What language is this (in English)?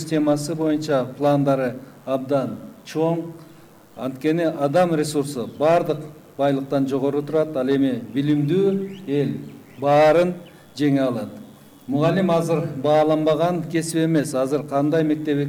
Kyrgyz